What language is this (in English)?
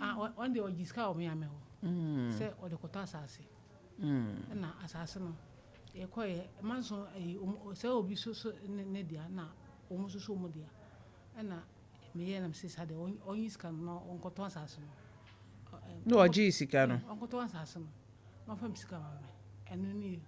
Akan